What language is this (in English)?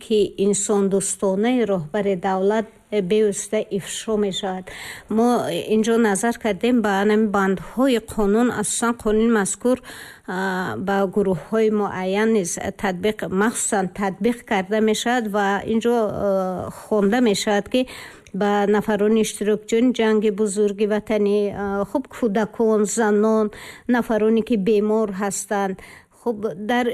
Tajik